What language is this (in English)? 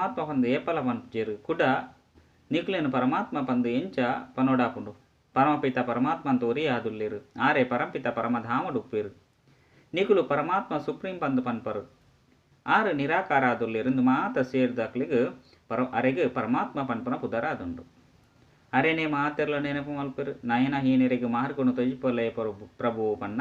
Tulu